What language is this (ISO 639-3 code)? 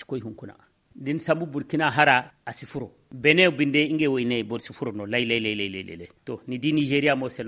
dje